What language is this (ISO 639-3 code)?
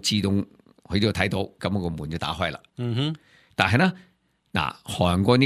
yue